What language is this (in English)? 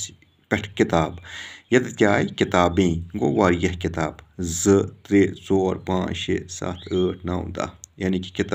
Kashmiri